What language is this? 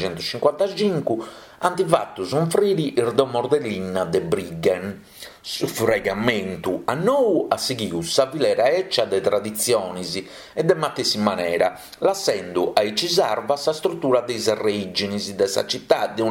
Sardinian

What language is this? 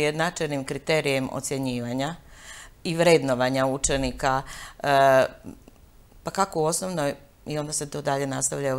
Croatian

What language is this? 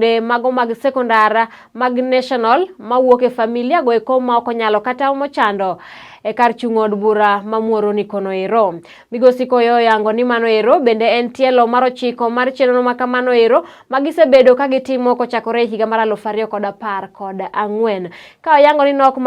Luo (Kenya and Tanzania)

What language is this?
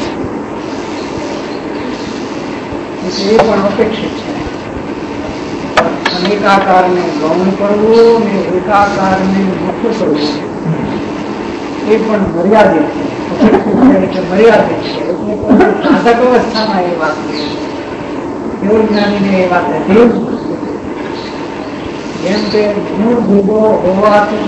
Gujarati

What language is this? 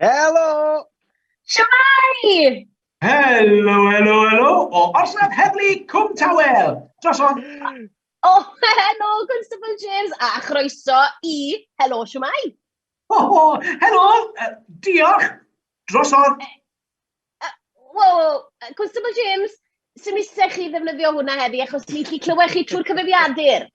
Welsh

